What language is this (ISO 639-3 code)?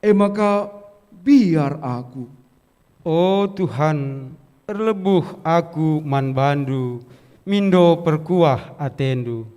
btx